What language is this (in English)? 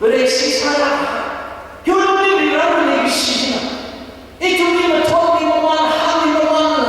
Tangkhul Naga (India)